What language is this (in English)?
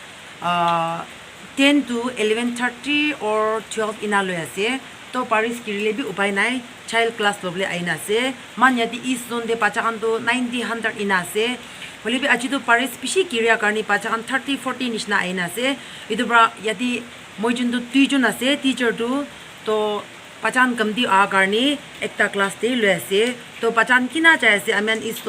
Naga Pidgin